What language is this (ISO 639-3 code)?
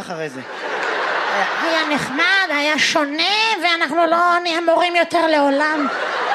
heb